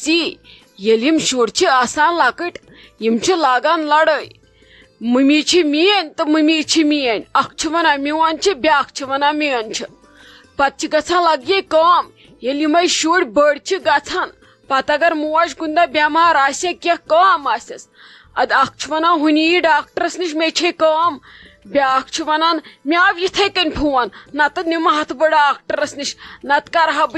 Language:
Kashmiri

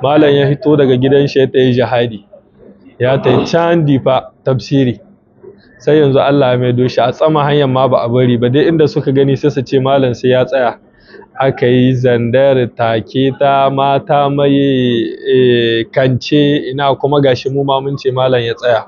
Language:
Hausa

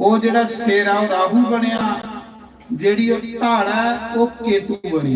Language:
Dogri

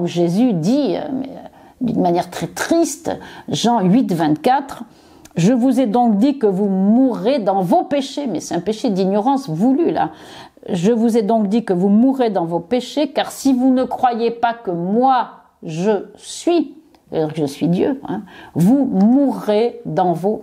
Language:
French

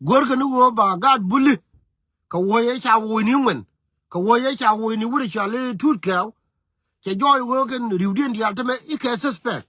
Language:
Nuer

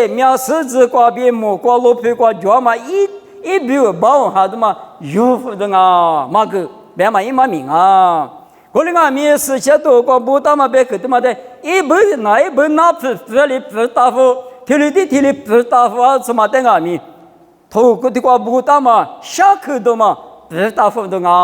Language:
Lisu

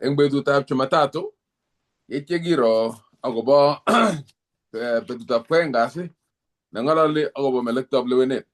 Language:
Kalenjin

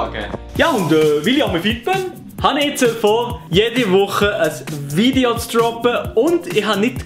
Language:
Swiss German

